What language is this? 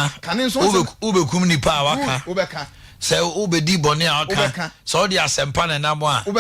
Akan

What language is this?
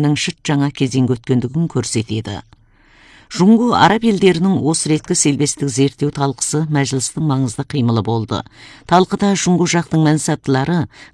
Kazakh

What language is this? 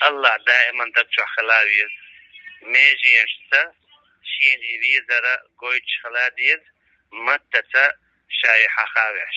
Chechen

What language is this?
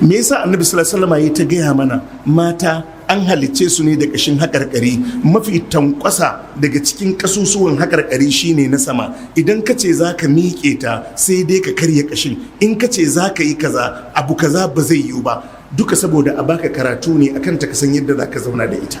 Hausa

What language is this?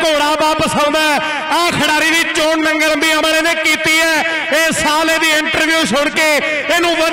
Punjabi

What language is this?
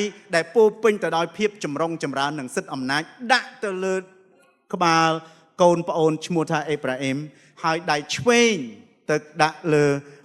Khmer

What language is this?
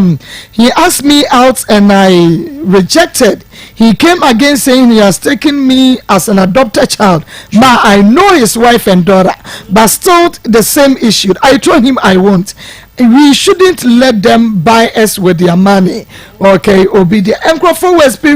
Akan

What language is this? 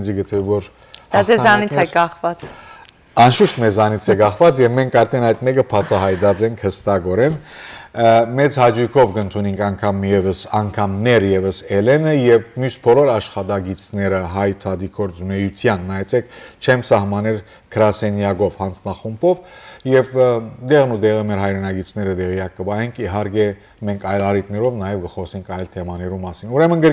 Western Armenian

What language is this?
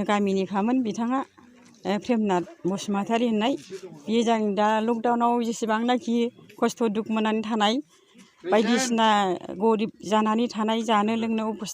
Bodo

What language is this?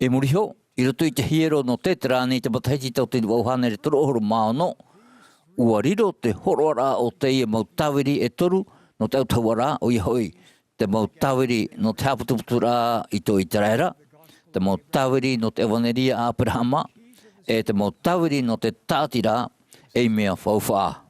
Tahitian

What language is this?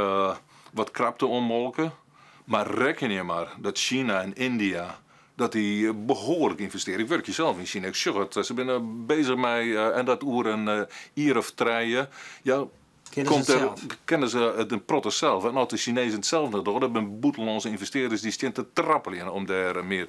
Western Frisian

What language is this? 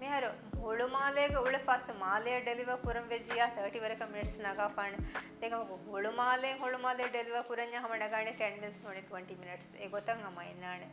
Divehi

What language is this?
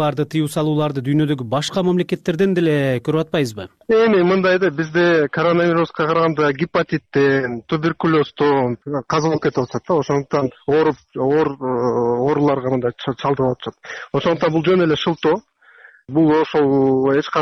Kyrgyz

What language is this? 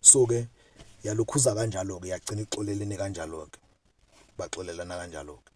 Zulu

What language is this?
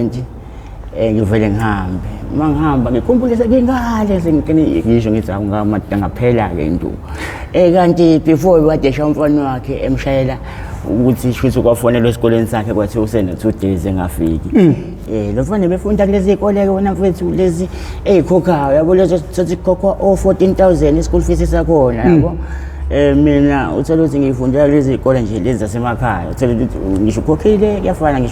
Zulu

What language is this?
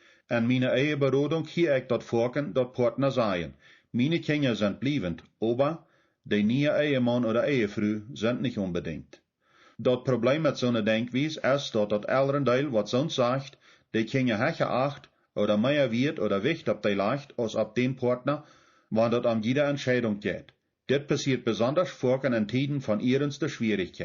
Plautdietsch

